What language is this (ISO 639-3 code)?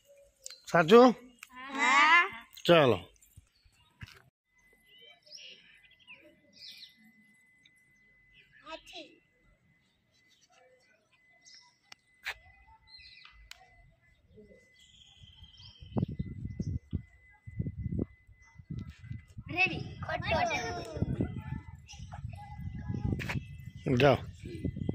guj